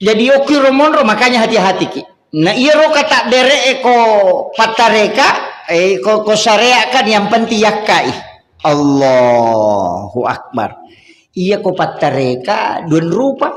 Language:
Buginese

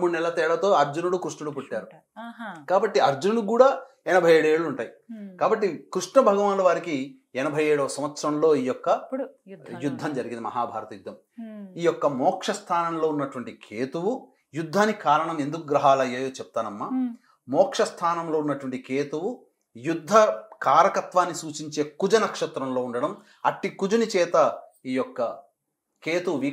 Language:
Telugu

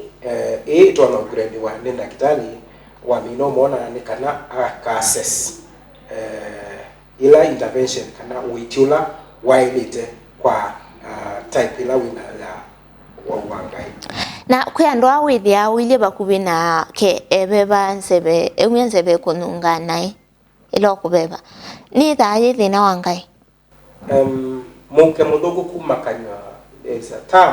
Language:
Kamba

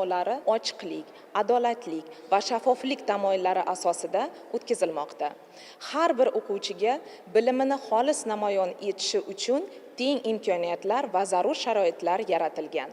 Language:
Uzbek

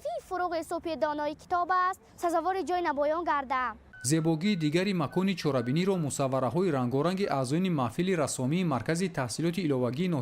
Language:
Tajik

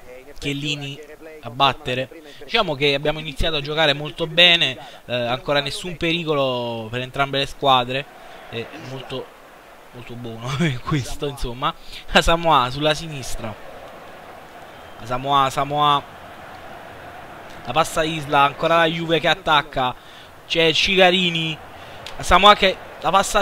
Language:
Italian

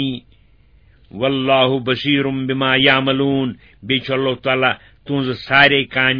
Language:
Kashmiri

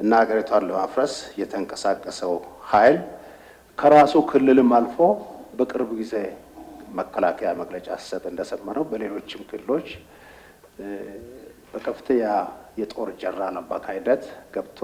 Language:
Amharic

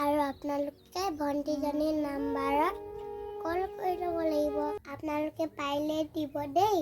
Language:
Assamese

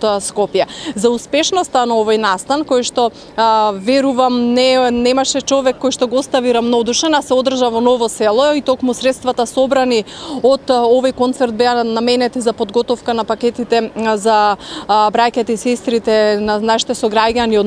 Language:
Macedonian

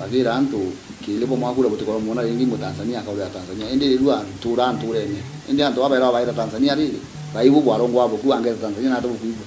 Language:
Meru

